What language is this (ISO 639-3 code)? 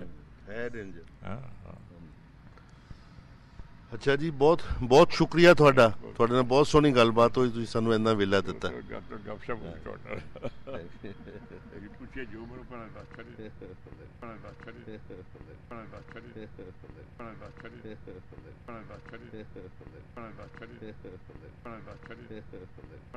pan